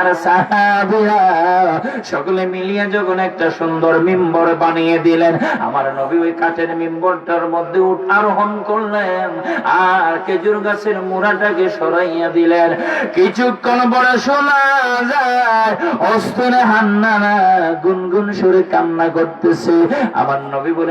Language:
Sylheti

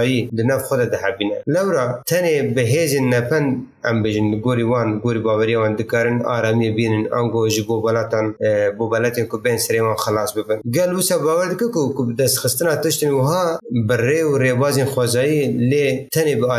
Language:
Kurdish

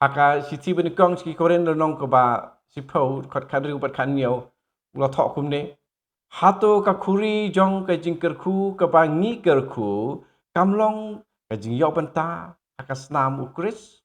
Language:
Khasi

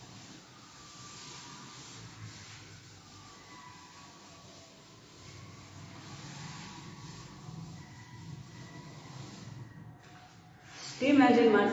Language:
Gujarati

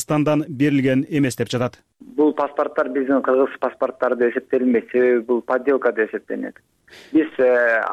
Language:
Kyrgyz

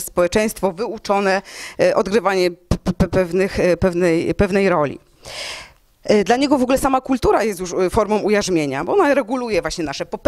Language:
Polish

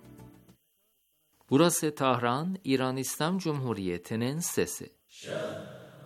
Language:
Turkish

